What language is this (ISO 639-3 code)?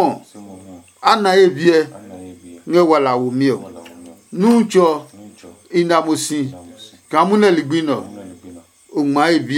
ada